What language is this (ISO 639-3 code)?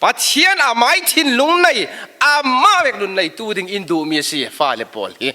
cfm